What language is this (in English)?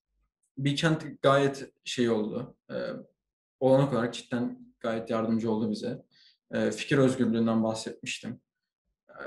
Turkish